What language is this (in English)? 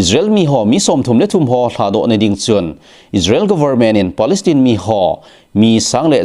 Thado Chin